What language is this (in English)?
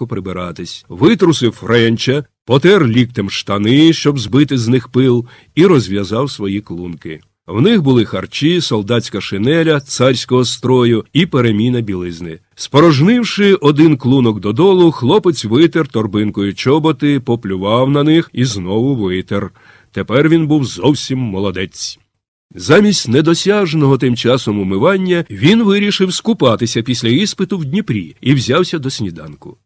Ukrainian